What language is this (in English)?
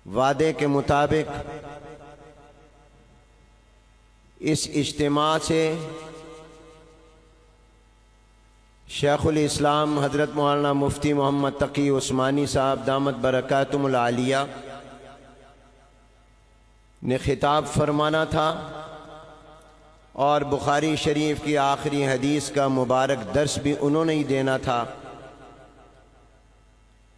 Urdu